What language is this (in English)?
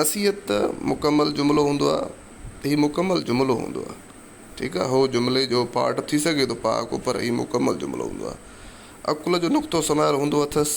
Sindhi